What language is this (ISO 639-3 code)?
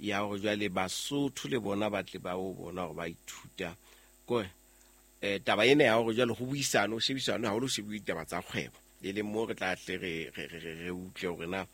sot